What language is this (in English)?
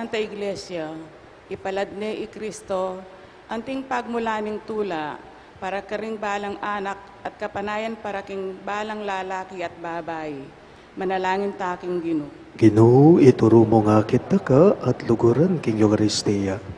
Pampanga